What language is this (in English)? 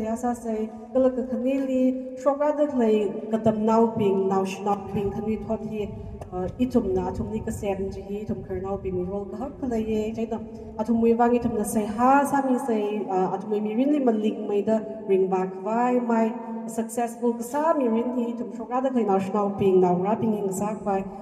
Tangkhul Naga (India)